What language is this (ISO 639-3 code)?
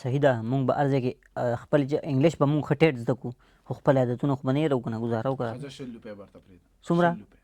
pus